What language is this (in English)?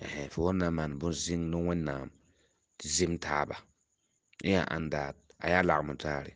Mossi